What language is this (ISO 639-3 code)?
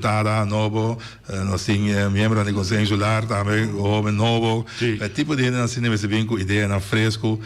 pap